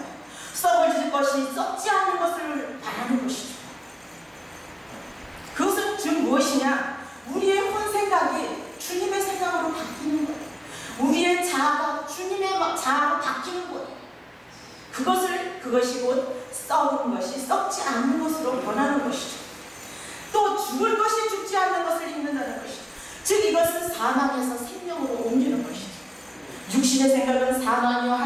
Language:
Korean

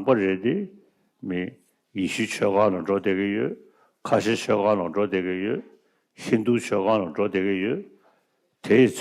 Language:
Tibetan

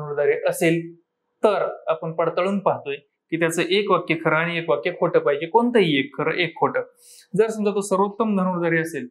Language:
Marathi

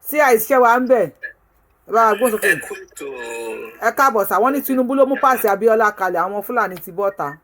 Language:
Yoruba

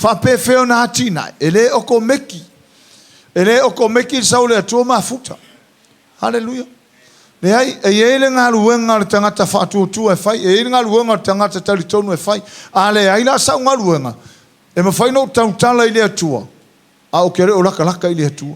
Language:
Samoan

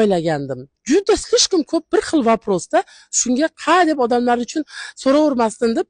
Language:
Uzbek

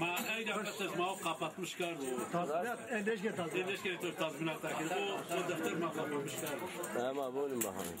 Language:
Zaza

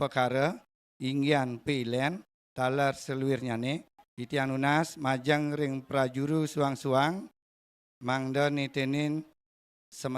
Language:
Balinese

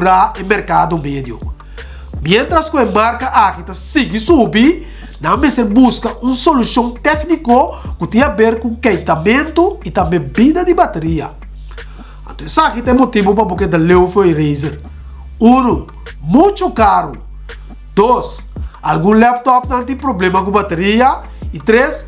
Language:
Papiamento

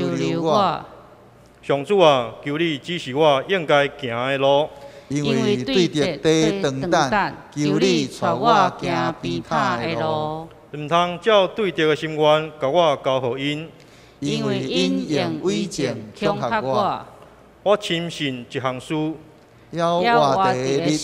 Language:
Min Nan Chinese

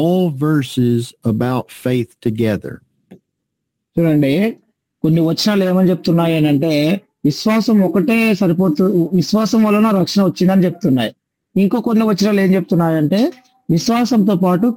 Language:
Telugu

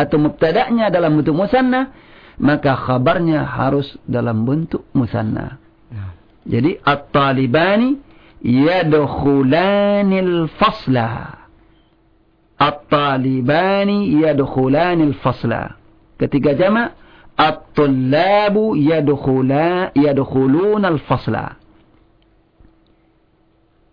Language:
Indonesian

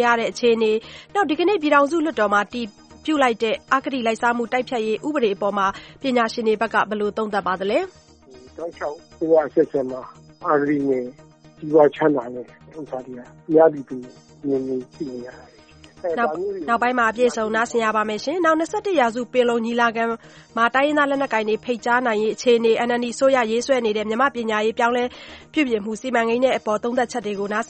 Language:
Burmese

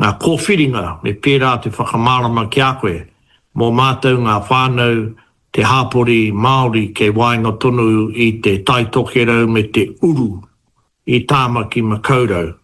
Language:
Māori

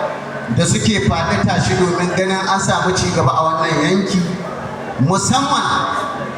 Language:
Hausa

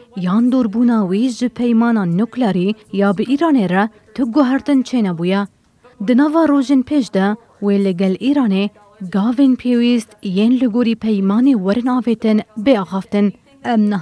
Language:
Kurdish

